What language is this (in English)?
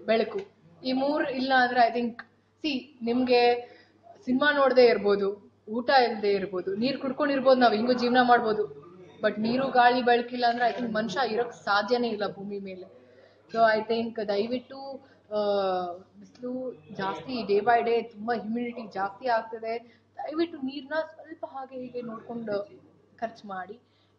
Kannada